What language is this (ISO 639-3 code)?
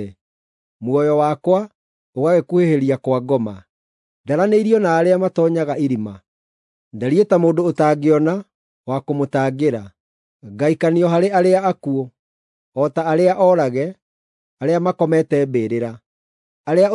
kik